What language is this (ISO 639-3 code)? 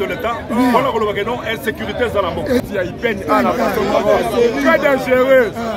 lin